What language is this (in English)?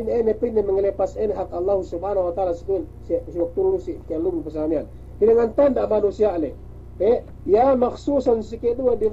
Yakan